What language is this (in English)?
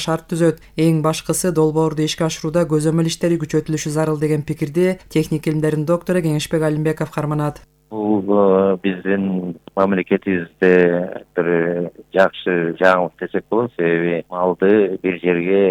Kyrgyz